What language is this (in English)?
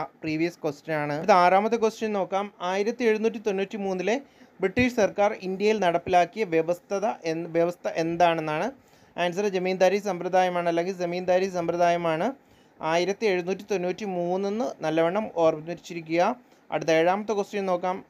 Malayalam